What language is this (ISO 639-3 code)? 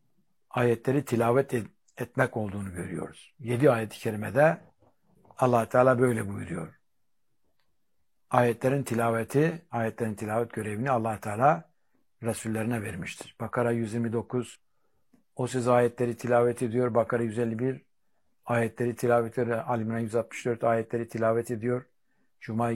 tur